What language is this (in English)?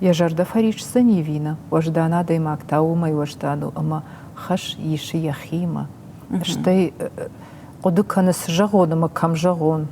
Ossetic